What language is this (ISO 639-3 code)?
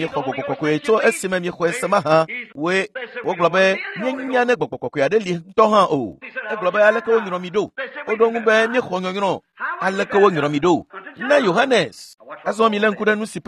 ewe